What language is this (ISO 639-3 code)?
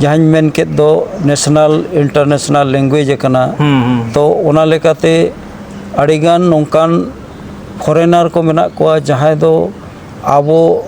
sat